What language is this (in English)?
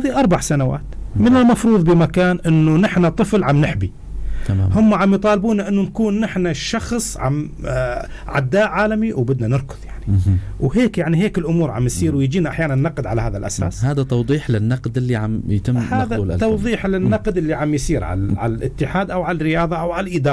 North Levantine Arabic